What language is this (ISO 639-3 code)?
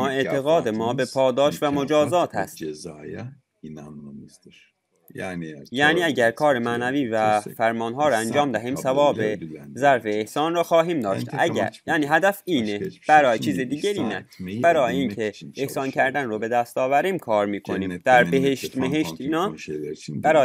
fas